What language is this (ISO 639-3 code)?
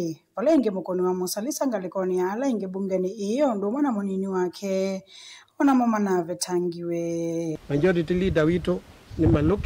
kam